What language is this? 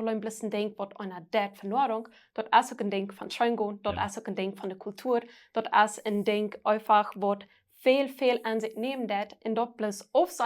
Plautdietsch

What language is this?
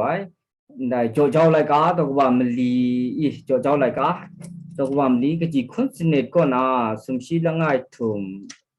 Kachin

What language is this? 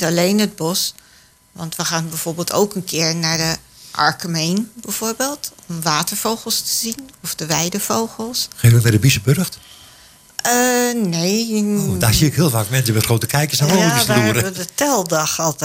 Dutch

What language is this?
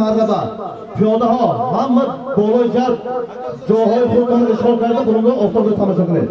Tajik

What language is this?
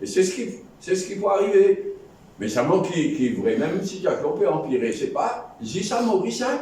Morisyen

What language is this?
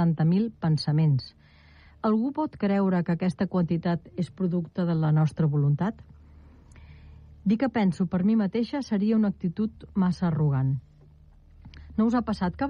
Catalan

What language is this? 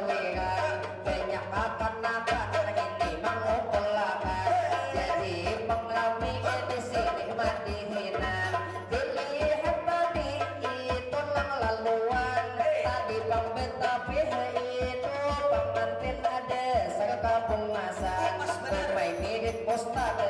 Banjar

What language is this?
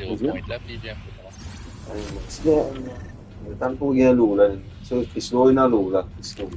Morisyen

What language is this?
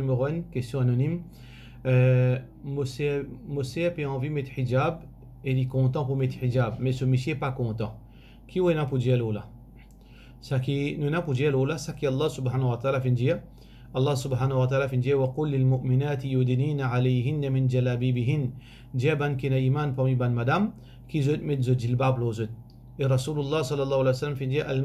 Morisyen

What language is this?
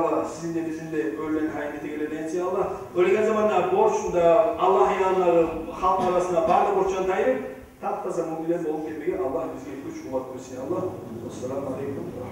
Kumyk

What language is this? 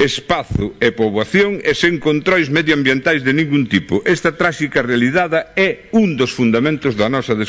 Galician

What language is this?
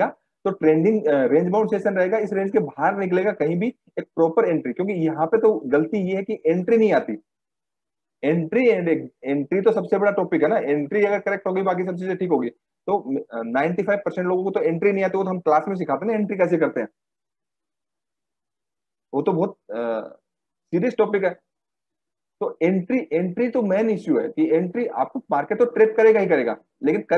Hindi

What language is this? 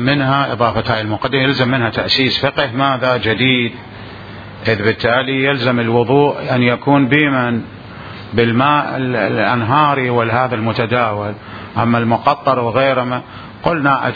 Mesopotamian Arabic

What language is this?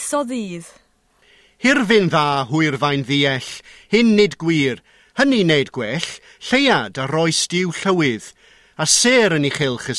Welsh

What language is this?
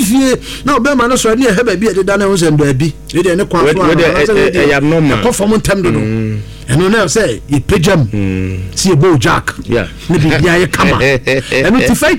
Akan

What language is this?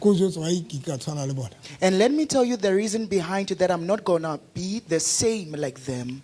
Southern Sotho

